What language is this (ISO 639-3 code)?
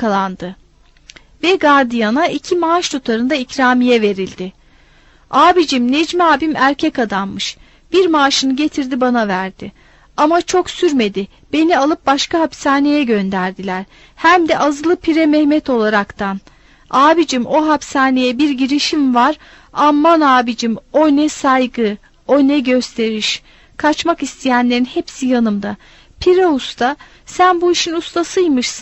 tur